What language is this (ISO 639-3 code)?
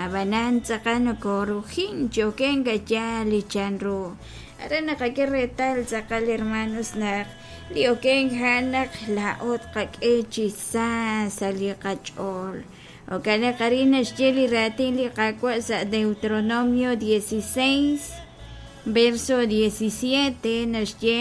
kek